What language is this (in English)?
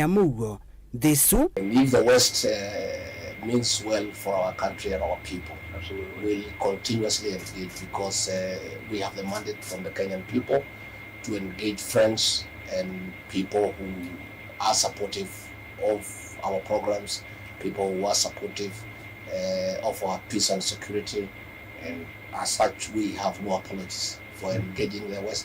Kamba